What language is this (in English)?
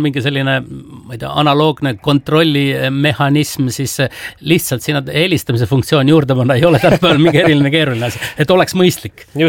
Estonian